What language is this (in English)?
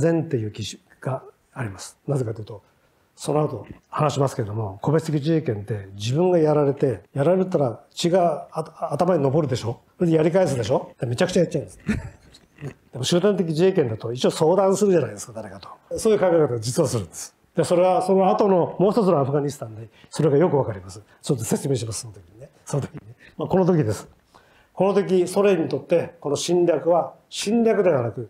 Japanese